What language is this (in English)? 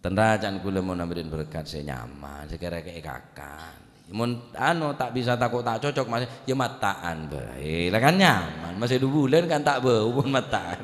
Madurese